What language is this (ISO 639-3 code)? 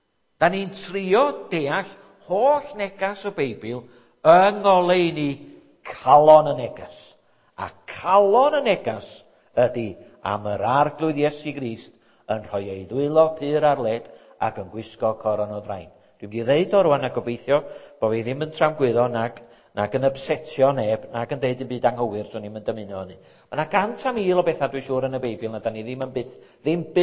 cym